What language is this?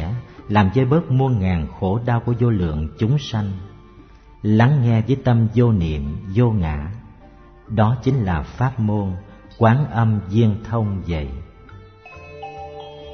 Vietnamese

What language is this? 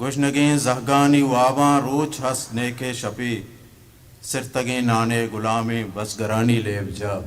Eastern Balochi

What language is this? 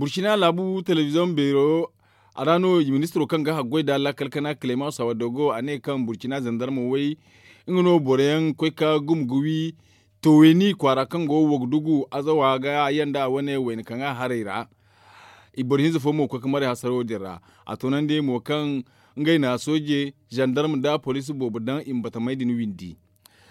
Zarma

